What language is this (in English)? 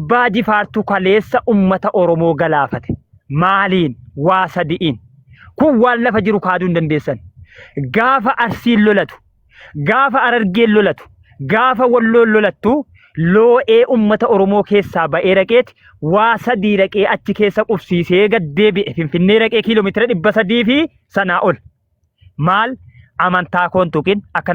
Oromo